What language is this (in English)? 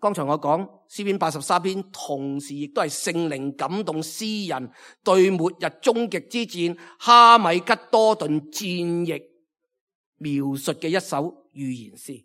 Cantonese